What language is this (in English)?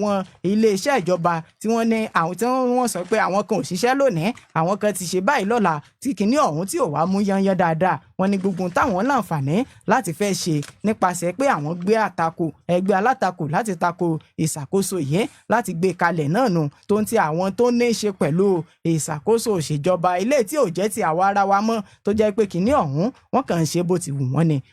Yoruba